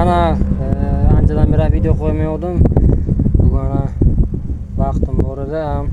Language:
Uzbek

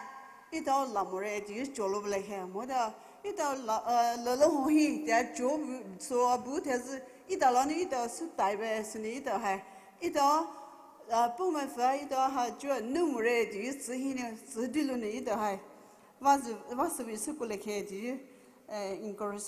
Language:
Poumei Naga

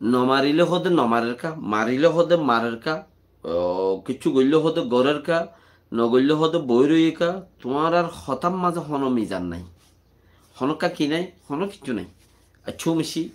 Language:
Rohingya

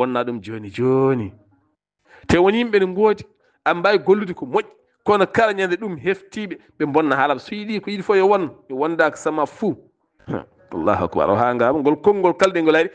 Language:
Fula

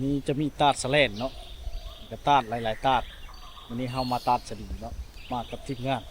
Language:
Lao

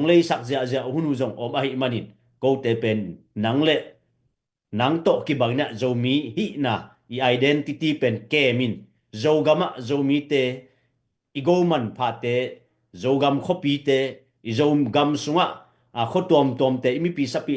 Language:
Tedim Chin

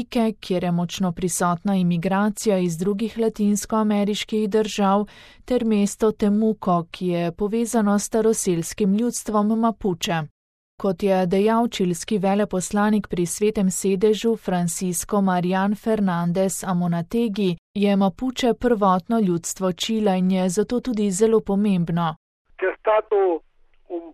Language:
Slovenian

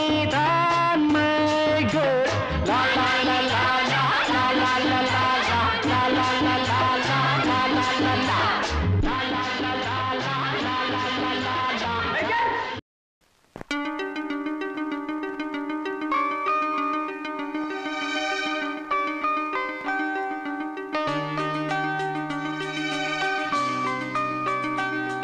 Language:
Tamil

